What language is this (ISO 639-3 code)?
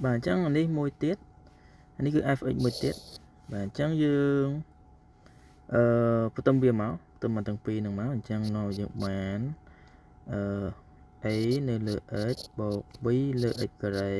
khm